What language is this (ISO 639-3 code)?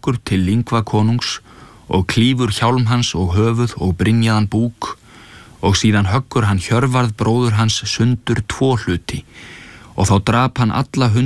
isl